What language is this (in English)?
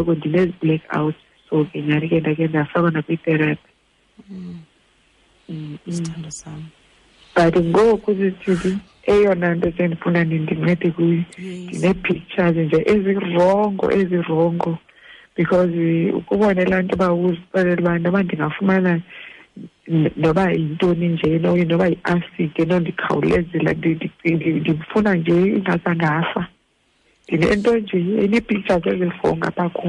Xhosa